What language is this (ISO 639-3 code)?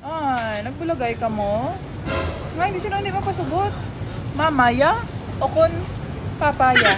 hil